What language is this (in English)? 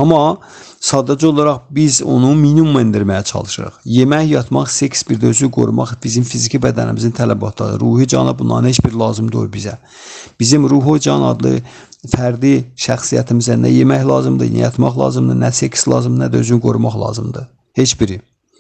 Azerbaijani